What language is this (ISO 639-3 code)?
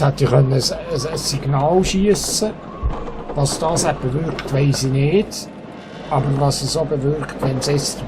gsw